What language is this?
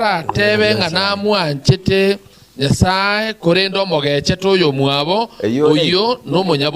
Gusii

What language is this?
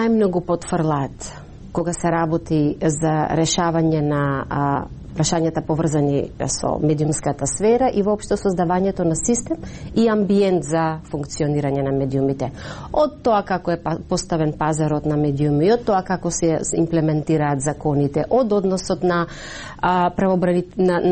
Macedonian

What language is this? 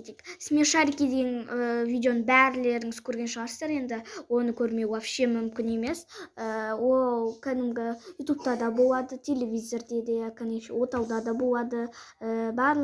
Kazakh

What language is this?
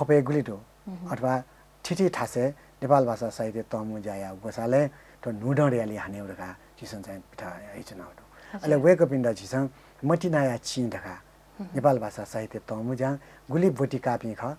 Newari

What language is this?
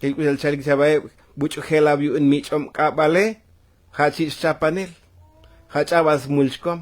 Tzotzil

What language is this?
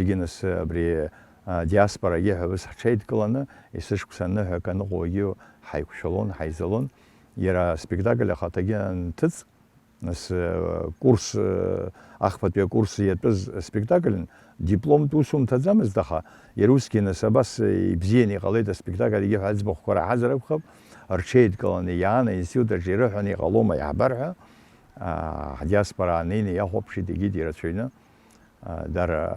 Abkhazian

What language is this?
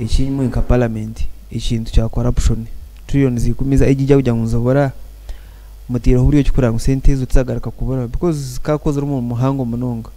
Nyankole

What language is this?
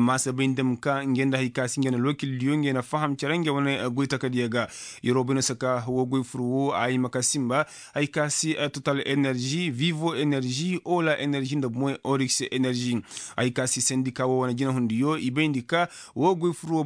Koyraboro Senni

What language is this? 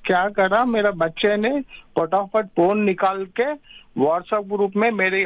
Hindi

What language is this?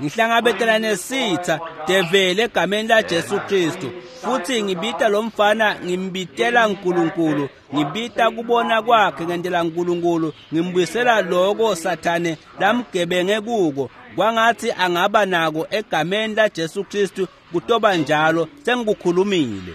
Swati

